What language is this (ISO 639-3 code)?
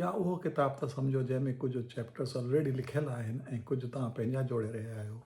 snd